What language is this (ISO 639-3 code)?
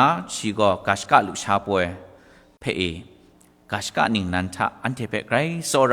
kac